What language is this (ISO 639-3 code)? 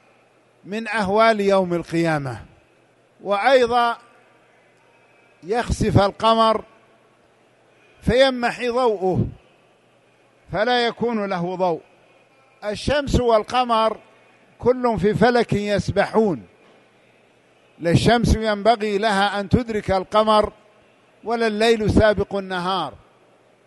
ara